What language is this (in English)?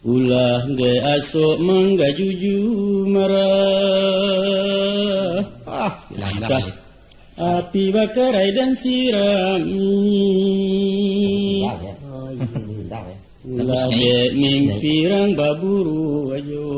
Minangkabau